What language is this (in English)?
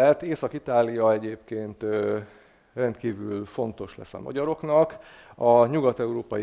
Hungarian